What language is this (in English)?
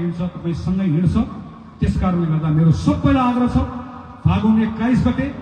Nepali